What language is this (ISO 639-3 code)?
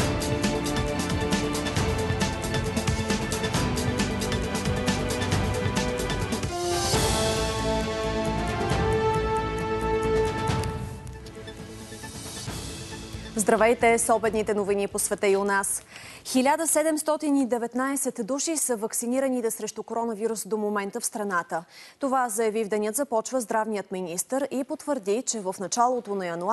bul